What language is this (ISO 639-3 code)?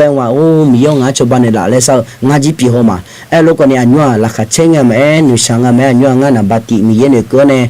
ahk